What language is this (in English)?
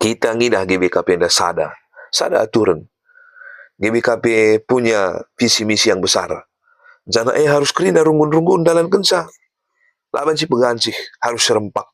Batak Karo